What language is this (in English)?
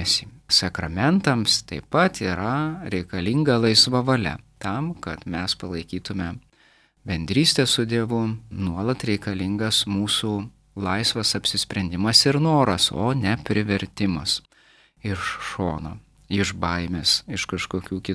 Lithuanian